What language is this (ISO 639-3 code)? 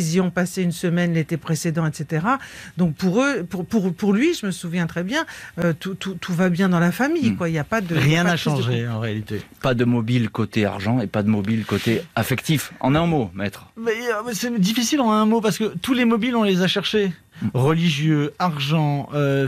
fra